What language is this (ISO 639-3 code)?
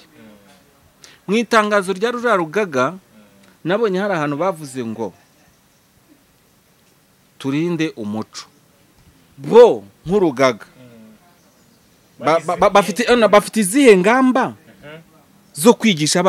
kin